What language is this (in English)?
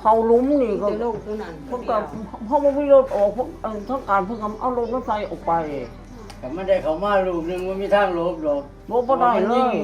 Northeastern Thai